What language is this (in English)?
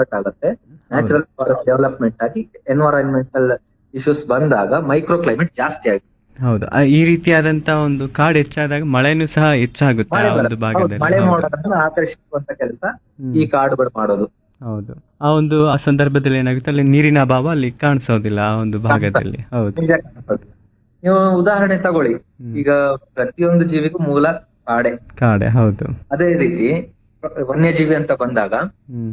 Kannada